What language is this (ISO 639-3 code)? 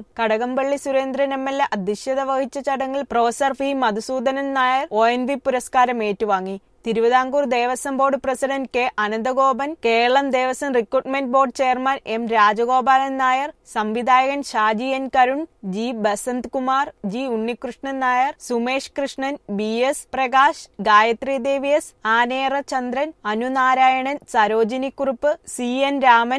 mal